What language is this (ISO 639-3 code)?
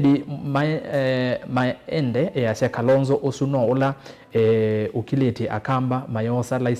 kam